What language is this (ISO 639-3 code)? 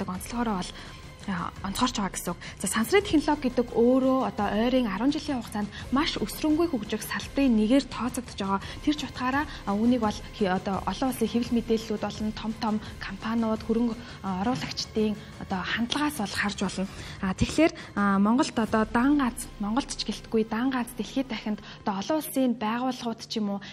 mon